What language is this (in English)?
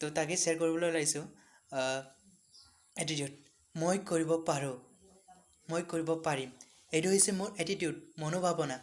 Assamese